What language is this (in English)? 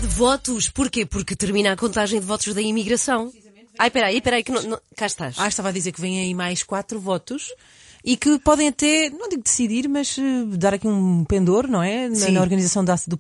Portuguese